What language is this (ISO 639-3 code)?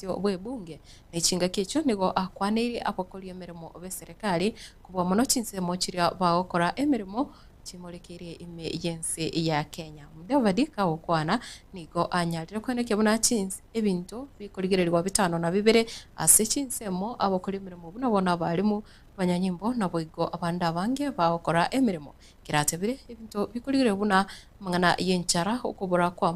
guz